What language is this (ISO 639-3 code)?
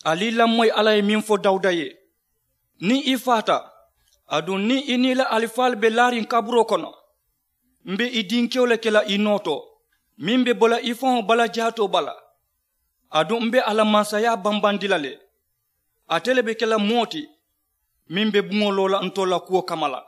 man